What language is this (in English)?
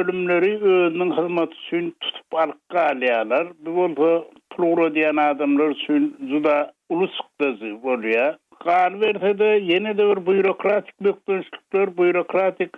Turkmen